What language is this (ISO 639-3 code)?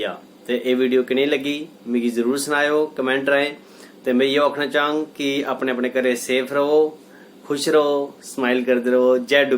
doi